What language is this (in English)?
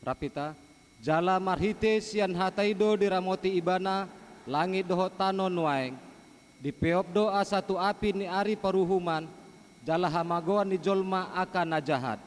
Batak Toba